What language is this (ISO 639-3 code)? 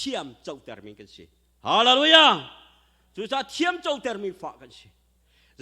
cnh